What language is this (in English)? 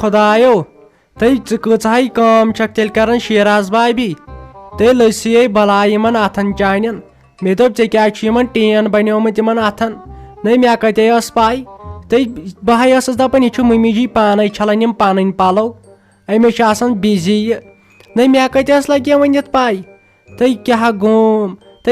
Kashmiri